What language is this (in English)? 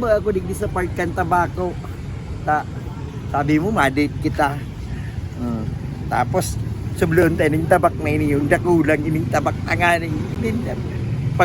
Bikol